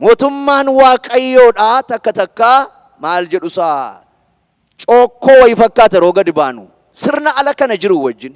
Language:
Oromo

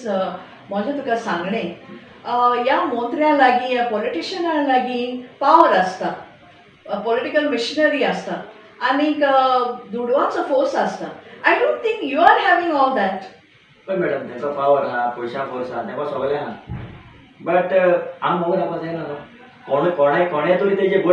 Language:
Konkani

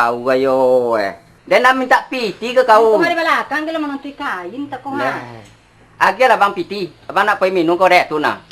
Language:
Minangkabau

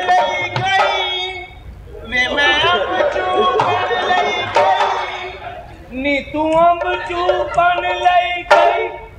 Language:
Punjabi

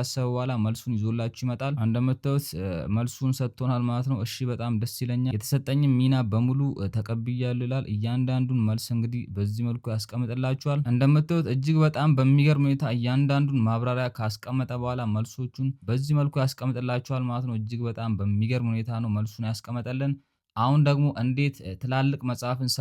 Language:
Amharic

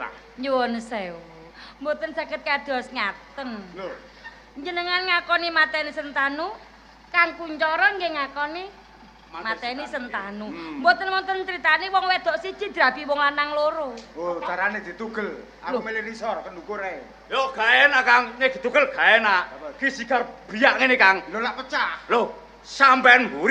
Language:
Javanese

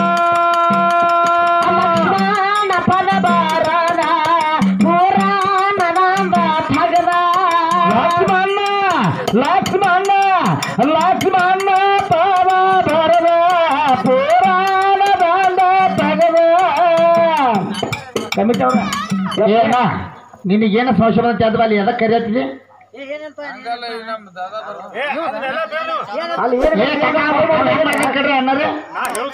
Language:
Kannada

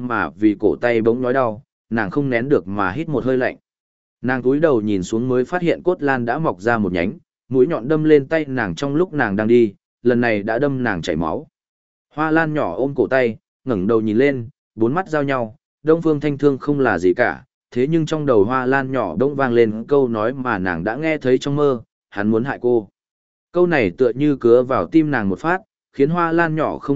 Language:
Vietnamese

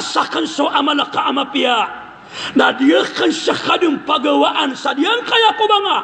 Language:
Maranao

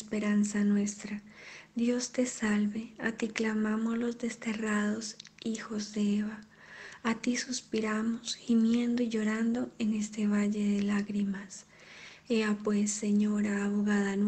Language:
Spanish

